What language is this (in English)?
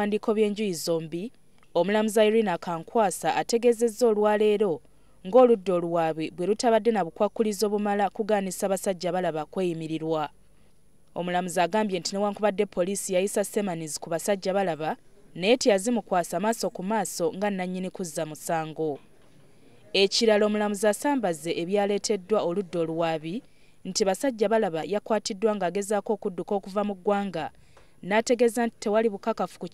Ganda